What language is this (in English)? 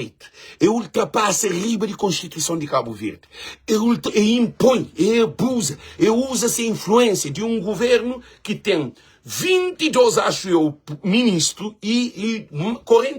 Kabuverdianu